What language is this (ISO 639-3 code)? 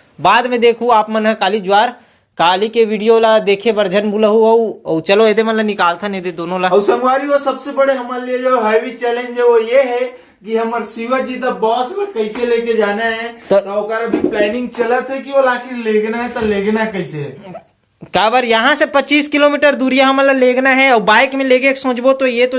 hne